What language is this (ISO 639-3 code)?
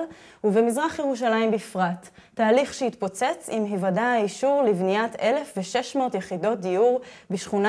heb